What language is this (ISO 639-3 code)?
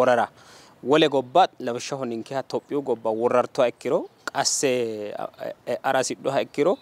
sid